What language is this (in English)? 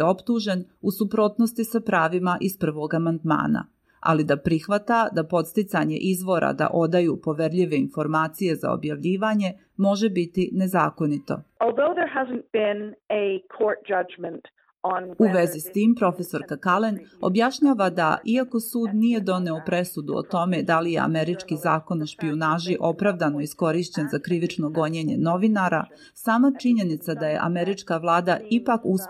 Serbian